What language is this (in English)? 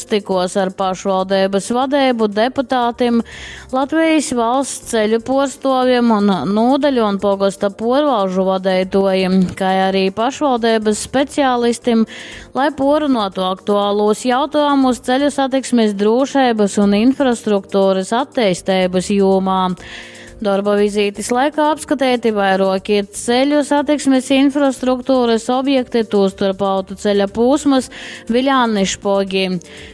Latgalian